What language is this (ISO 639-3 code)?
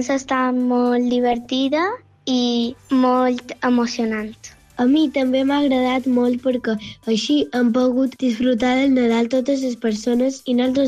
cat